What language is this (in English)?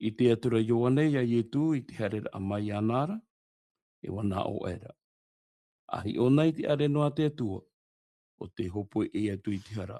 Tahitian